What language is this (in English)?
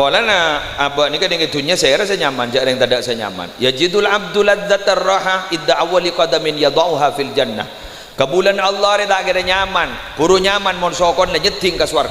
Madurese